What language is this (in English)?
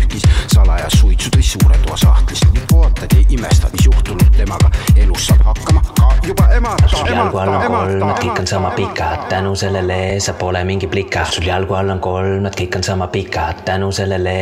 Estonian